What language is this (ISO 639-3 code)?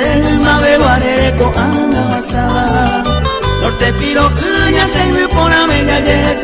grn